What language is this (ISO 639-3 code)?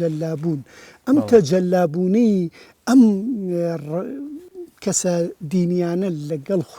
ckb